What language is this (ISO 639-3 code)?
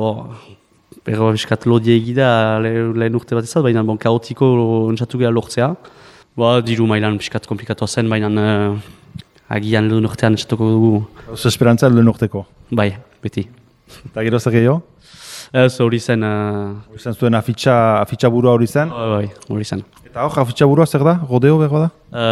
eus